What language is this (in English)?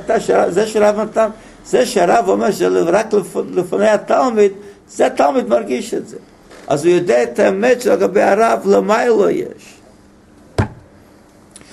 Hebrew